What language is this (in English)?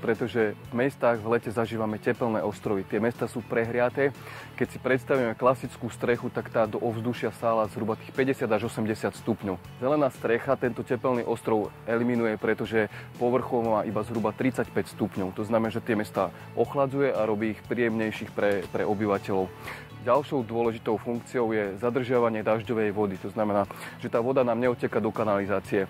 Slovak